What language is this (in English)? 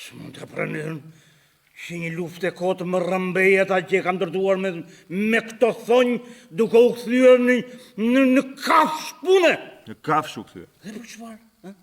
Albanian